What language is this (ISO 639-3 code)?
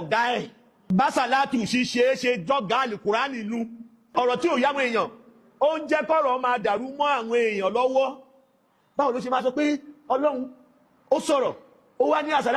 yor